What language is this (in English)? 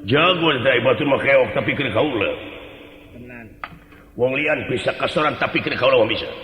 Sundanese